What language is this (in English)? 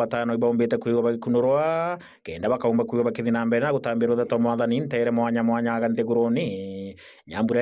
Meru